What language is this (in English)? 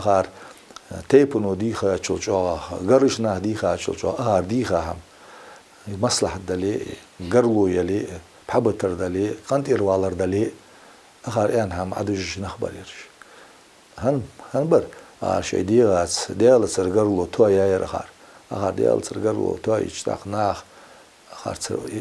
Ingush